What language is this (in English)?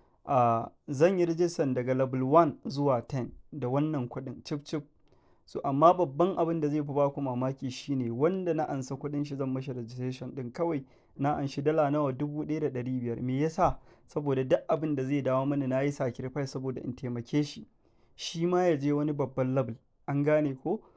Hausa